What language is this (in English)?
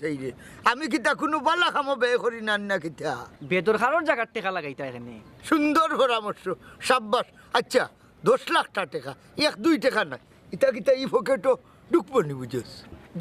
Sylheti